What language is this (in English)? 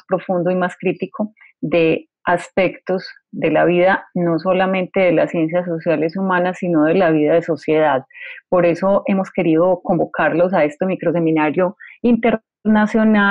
Spanish